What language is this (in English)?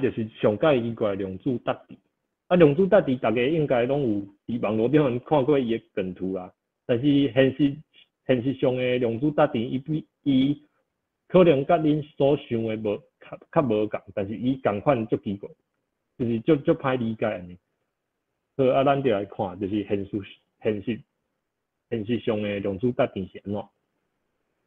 Min Nan Chinese